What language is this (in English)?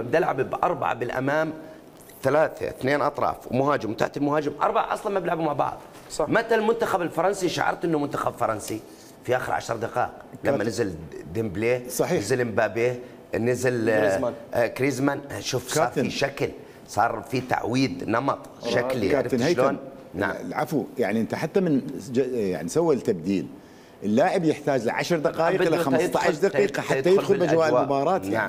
Mesopotamian Arabic